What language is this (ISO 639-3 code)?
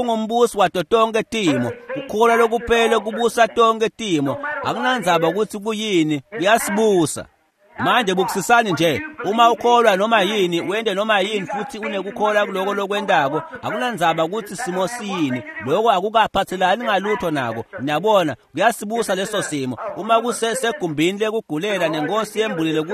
ssw